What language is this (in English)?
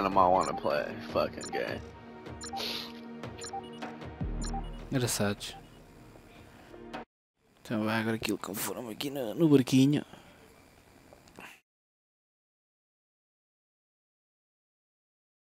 Portuguese